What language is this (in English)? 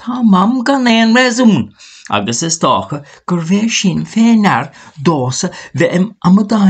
Irish